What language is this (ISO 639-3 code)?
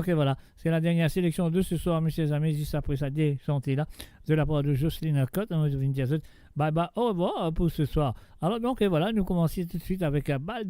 mfe